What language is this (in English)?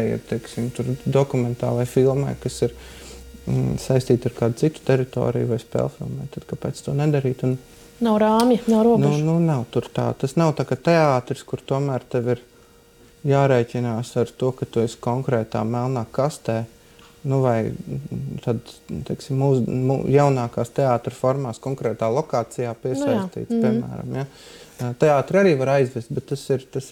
Latvian